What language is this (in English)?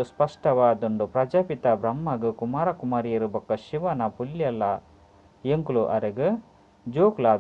Tulu